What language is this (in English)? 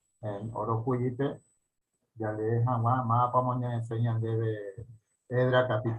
Guarani